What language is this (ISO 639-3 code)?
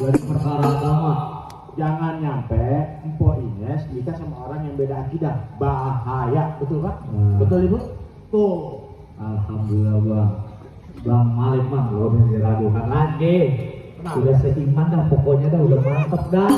bew